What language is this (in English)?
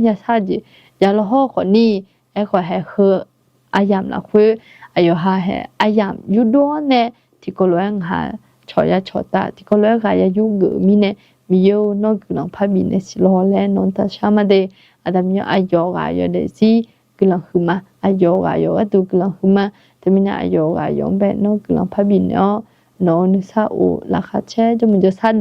Akha